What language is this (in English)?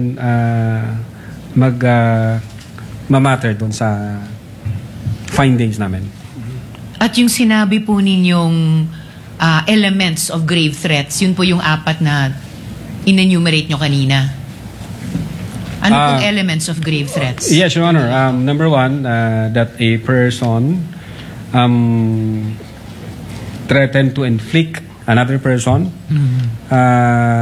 Filipino